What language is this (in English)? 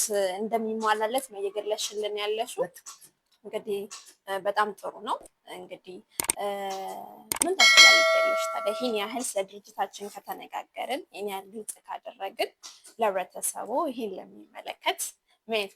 Amharic